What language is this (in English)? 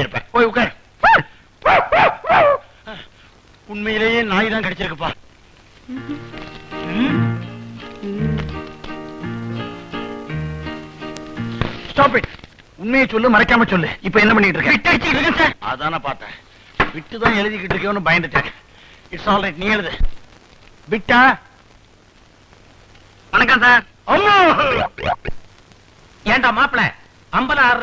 Tamil